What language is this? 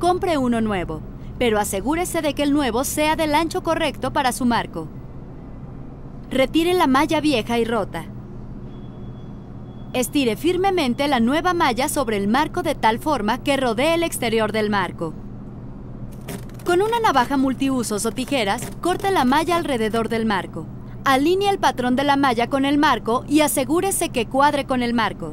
Spanish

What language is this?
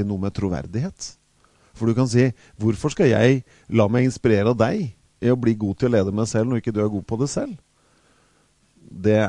Norwegian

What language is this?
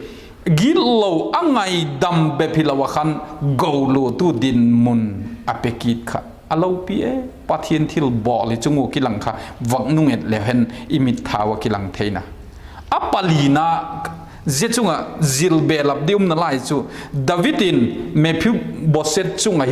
Vaiphei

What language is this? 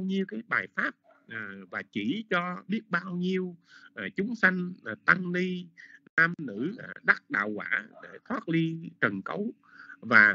Vietnamese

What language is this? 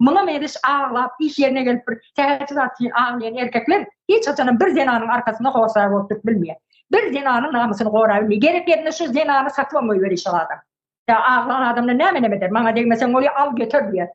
Turkmen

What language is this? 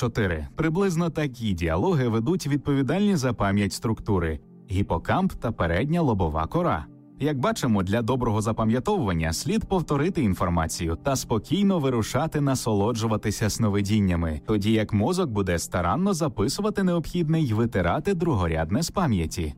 Ukrainian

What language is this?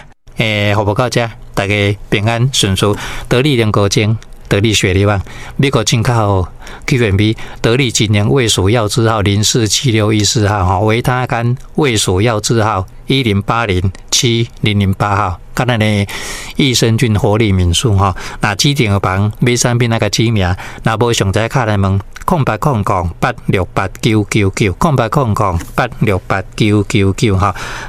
Min Nan Chinese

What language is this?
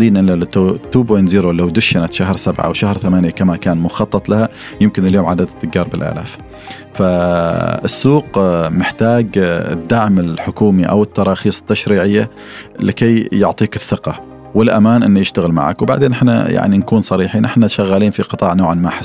Gulf Arabic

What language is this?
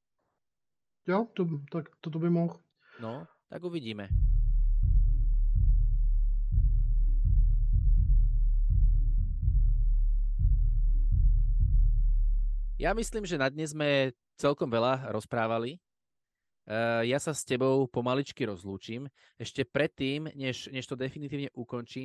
Slovak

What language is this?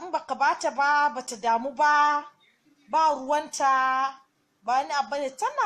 Hausa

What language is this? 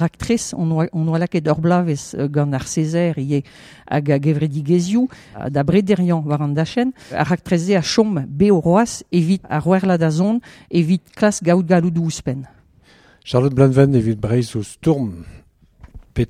Breton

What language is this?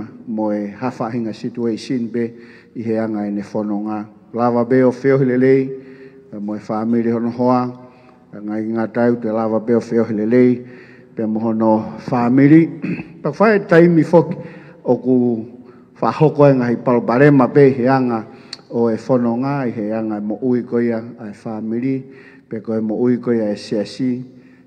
Tongan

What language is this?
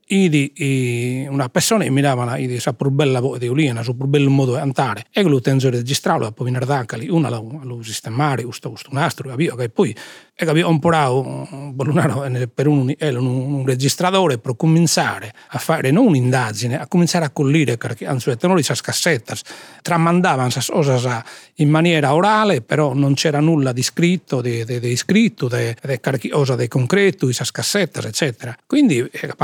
Sardinian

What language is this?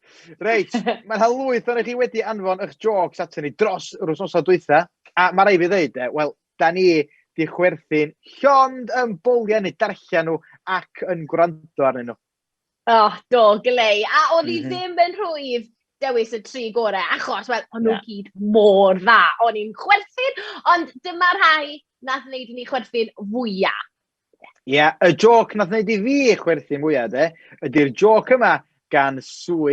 Welsh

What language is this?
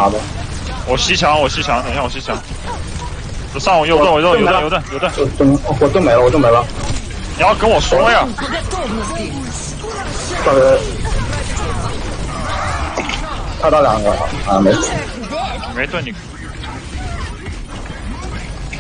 Chinese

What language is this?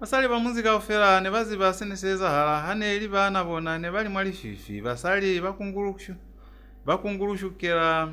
Lozi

